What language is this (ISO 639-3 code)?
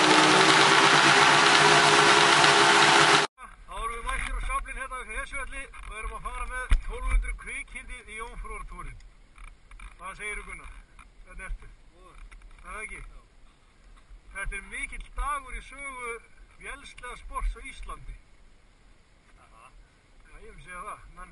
isl